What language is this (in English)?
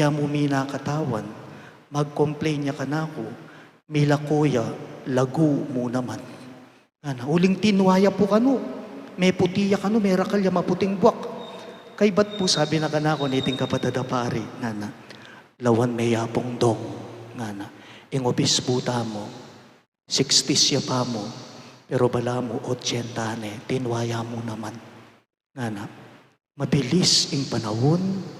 Pampanga